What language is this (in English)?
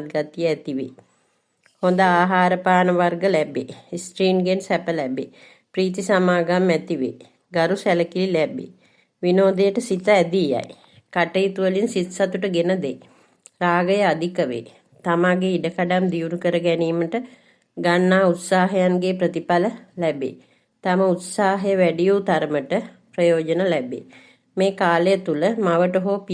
Sinhala